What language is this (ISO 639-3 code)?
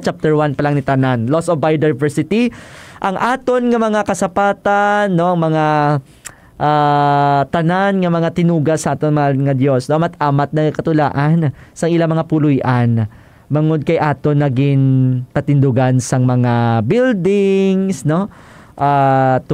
hil